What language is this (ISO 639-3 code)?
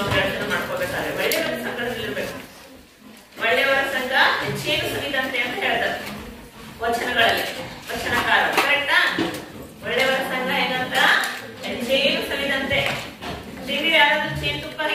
kan